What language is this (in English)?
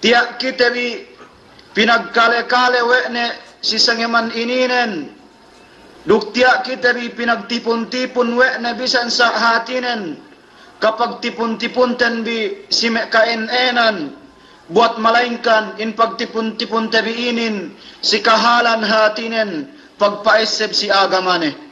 Yakan